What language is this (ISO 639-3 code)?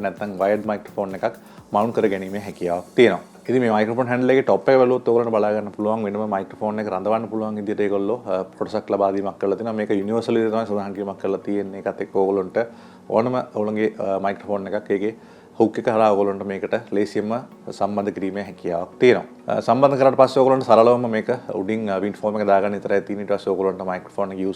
sin